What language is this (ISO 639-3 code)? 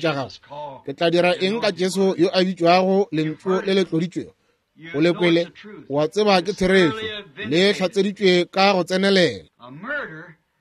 nso